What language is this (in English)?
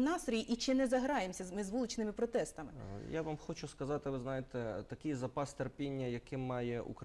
Ukrainian